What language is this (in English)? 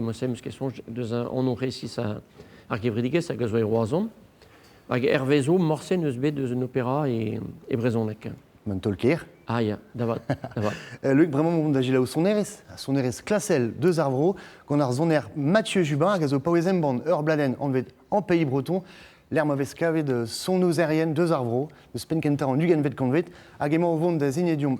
Breton